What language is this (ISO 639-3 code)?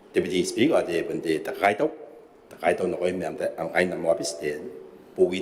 gil